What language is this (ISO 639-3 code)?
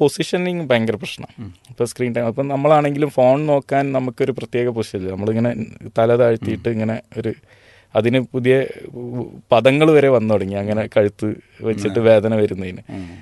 mal